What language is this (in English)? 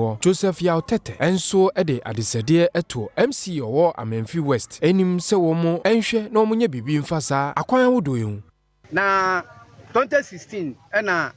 Akan